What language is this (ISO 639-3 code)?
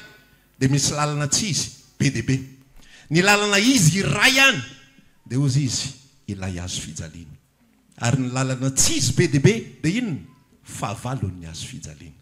mlg